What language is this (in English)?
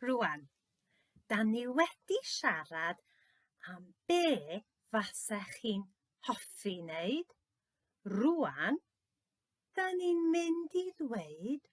Welsh